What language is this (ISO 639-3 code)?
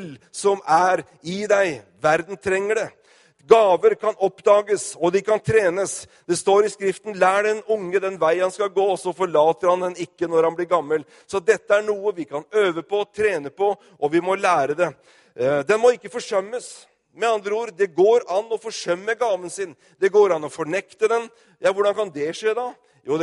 nor